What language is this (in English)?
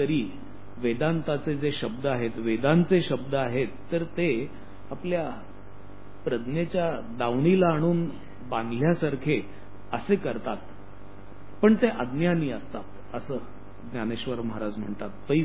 Marathi